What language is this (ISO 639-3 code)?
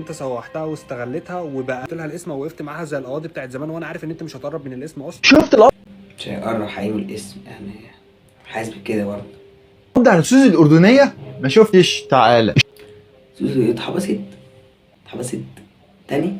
arz